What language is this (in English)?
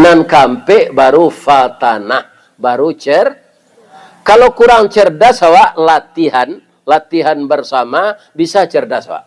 Minangkabau